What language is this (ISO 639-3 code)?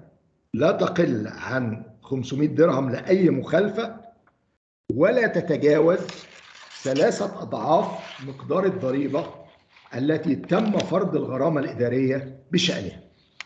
ara